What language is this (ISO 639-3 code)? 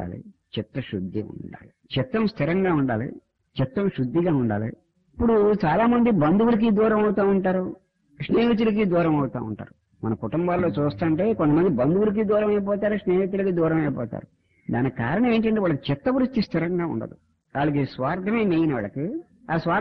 tel